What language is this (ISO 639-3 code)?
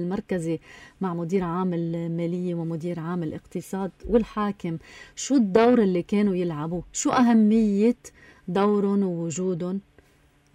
apc